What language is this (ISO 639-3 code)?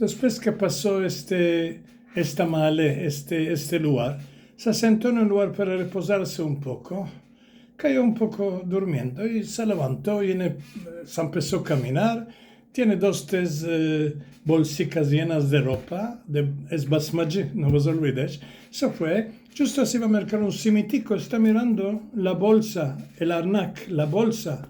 lad